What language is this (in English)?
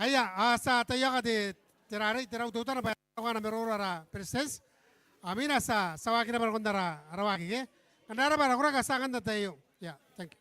Gilbertese